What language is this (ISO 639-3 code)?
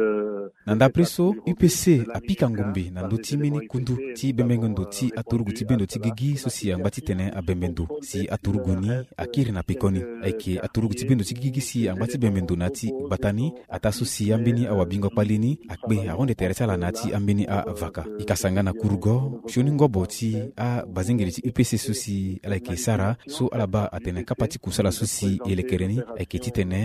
sag